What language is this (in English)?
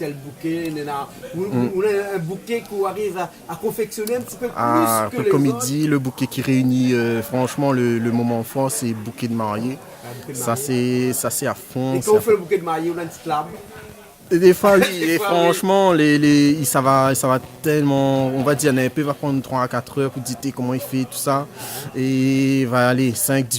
Réunion Creole French